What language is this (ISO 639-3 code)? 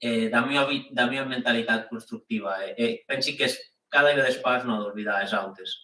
oci